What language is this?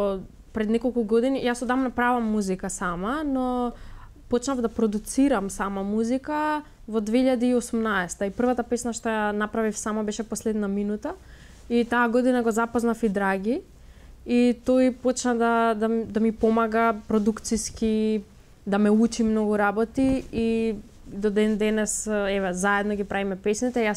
Macedonian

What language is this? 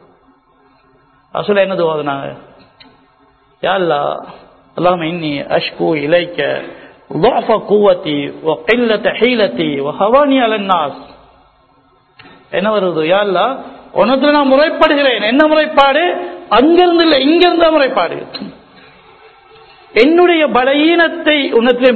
Tamil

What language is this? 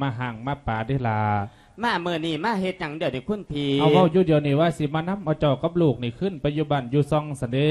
Lao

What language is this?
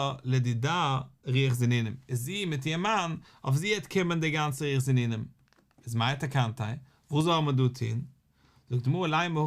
Yiddish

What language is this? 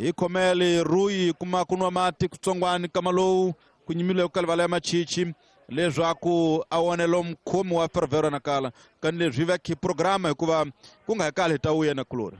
Tsonga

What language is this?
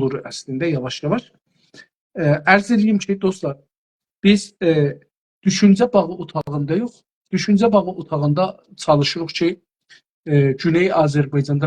South Azerbaijani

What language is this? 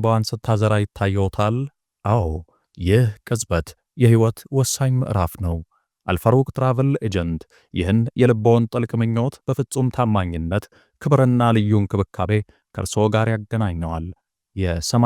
Amharic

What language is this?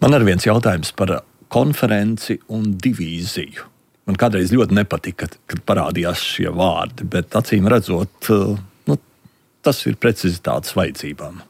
Latvian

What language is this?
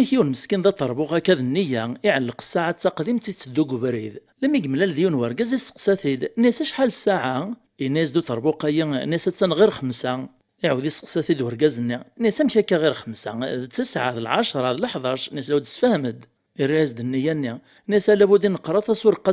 Kabyle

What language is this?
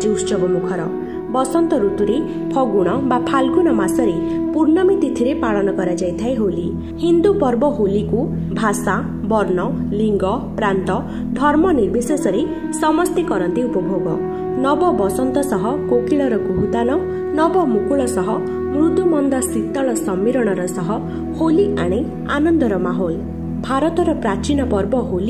Odia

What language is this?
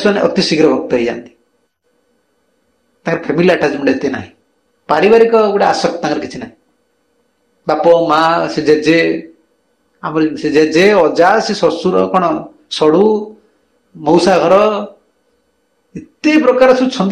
Odia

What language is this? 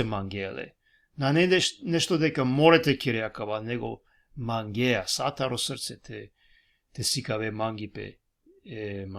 Balkan Romani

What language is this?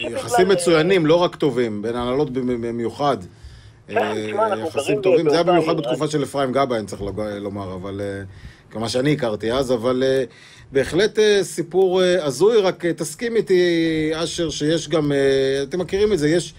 Hebrew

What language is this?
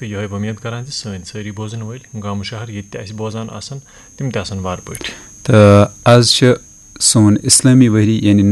Kashmiri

